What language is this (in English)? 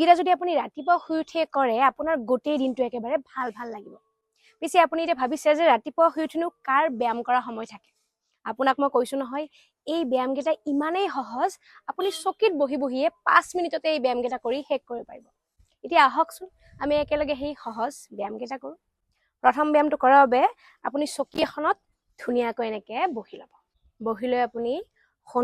Assamese